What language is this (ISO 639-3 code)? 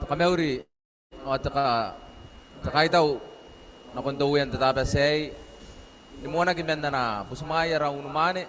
gil